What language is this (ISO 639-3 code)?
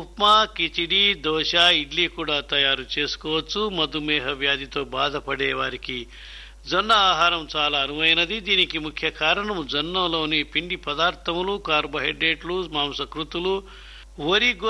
tel